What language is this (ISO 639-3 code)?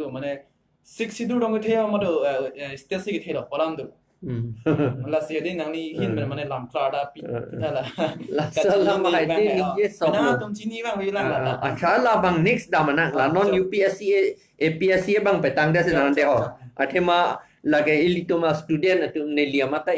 mjw